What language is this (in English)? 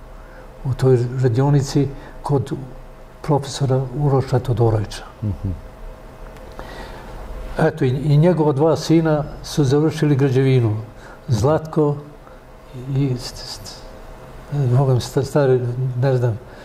Serbian